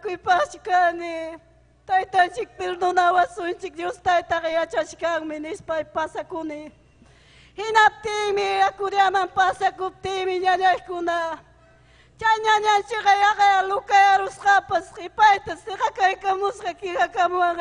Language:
Ayacucho Quechua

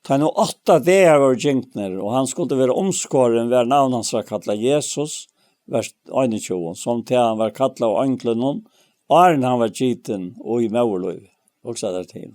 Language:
Faroese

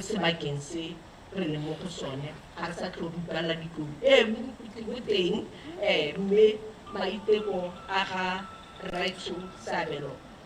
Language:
Tswana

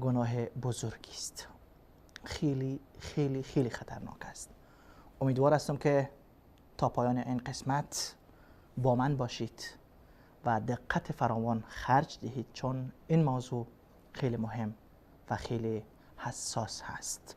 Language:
Persian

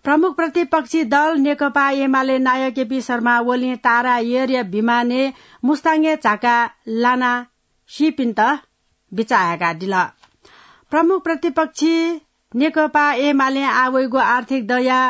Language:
Newari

